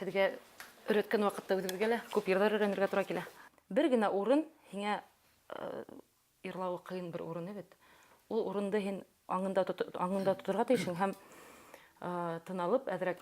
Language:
Bashkir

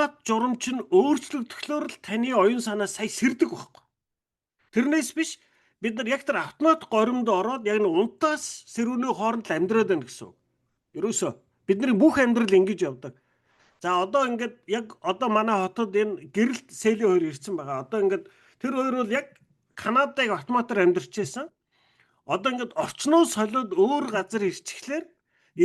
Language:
Mongolian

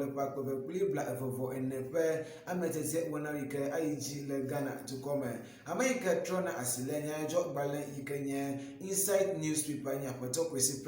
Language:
Ewe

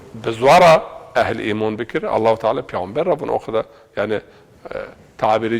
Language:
Zaza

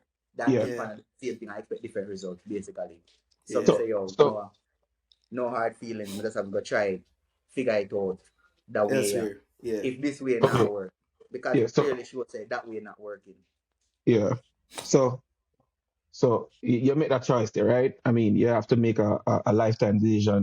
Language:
Jamaican Creole English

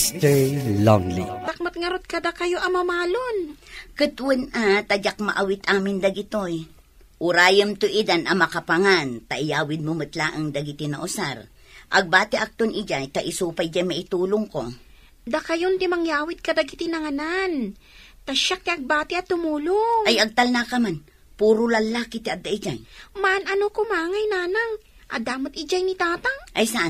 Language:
Iloko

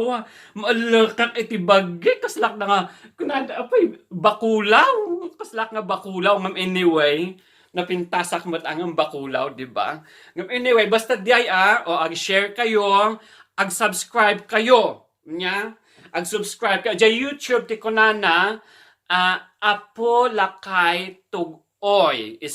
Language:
Iloko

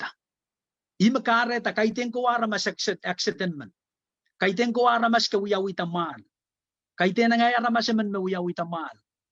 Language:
Pohnpeian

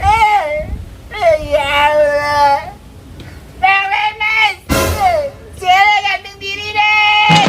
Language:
Betawi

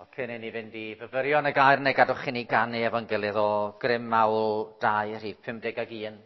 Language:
Welsh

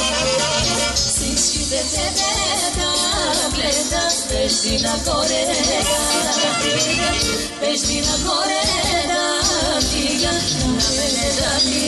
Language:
Bulgarian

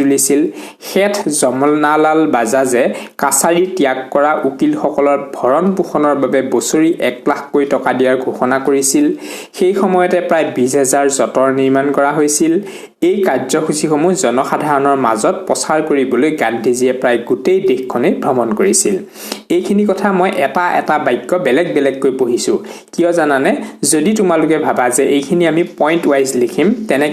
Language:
Assamese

